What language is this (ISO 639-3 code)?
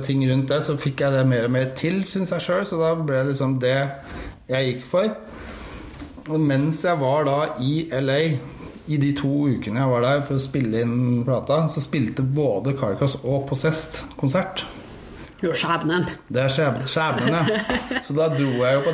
nor